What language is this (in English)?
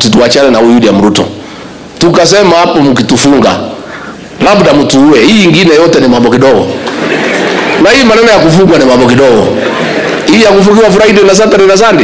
Swahili